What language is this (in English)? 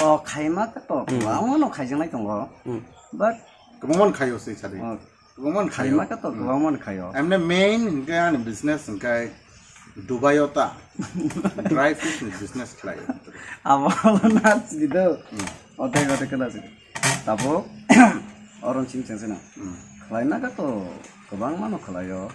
Kok Borok